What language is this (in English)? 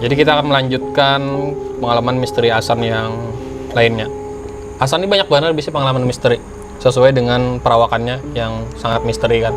Banjar